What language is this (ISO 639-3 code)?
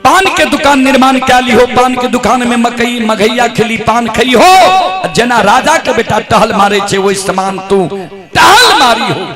mai